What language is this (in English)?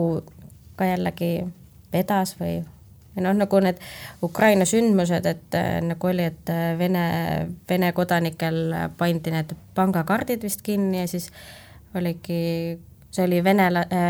Estonian